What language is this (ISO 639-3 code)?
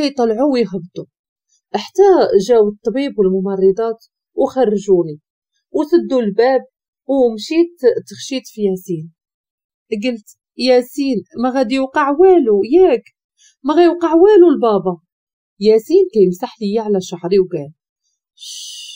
ary